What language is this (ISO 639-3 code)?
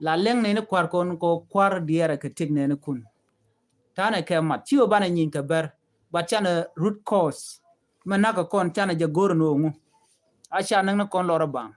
nus